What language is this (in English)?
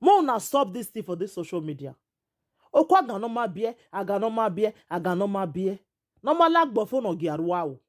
Nigerian Pidgin